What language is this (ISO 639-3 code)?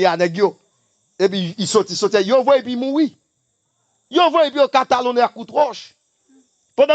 hat